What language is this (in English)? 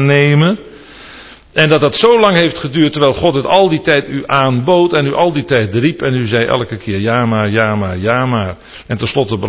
Dutch